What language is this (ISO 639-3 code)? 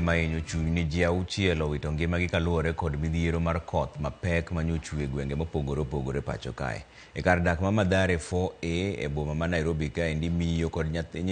luo